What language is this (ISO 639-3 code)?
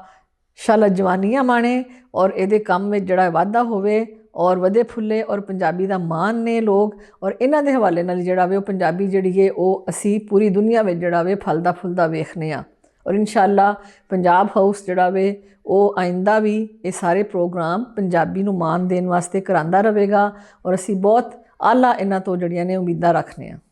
lah